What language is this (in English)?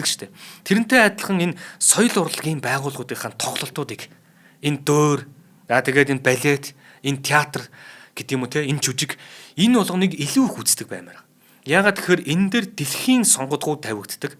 Mongolian